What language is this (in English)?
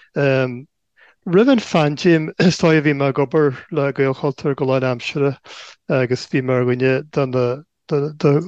Irish